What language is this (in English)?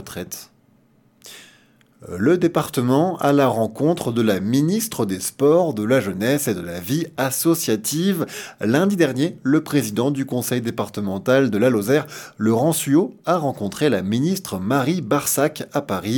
French